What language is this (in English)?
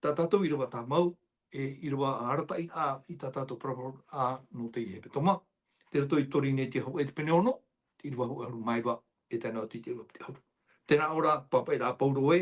Tahitian